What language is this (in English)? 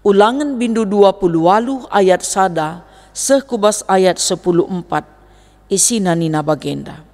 Batak Karo